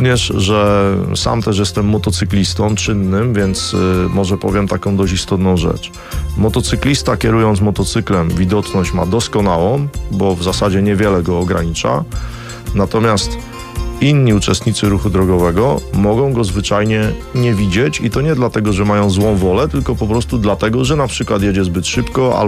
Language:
Polish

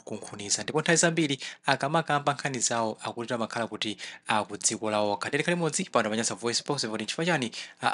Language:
Nyanja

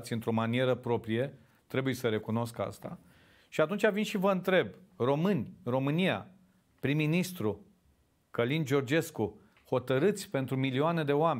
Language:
Romanian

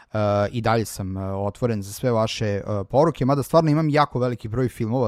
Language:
Serbian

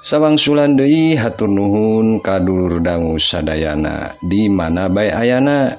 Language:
Sundanese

